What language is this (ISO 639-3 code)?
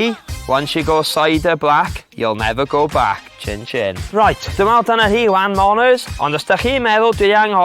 cym